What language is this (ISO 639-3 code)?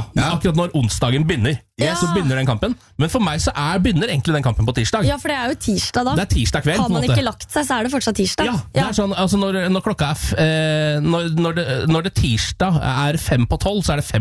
nor